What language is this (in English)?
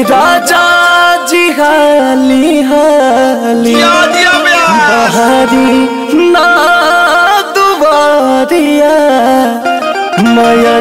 Bhojpuri